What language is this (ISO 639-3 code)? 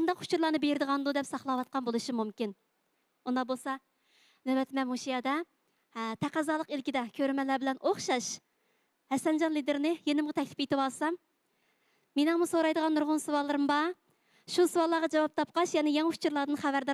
uig